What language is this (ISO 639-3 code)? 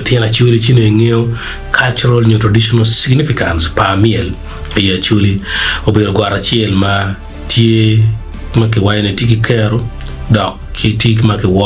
ach